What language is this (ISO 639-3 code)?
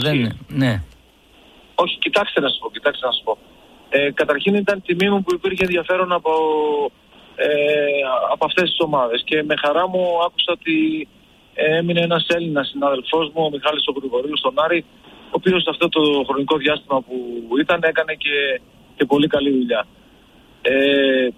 ell